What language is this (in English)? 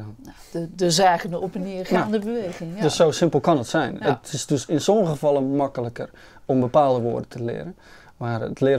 Dutch